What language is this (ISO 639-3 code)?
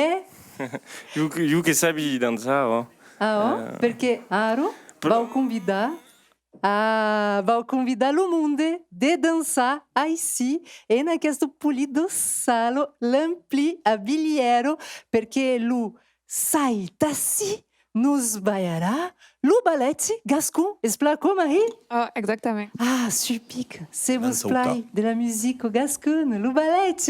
oci